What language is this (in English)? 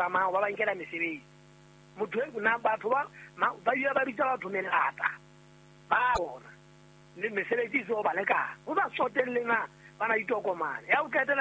Southern Sotho